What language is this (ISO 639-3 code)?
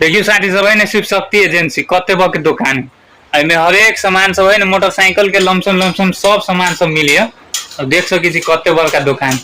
mai